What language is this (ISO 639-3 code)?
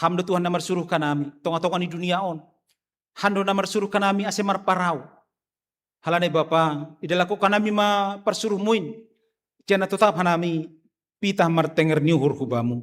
bts